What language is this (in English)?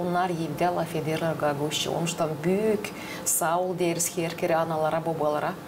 Gagauz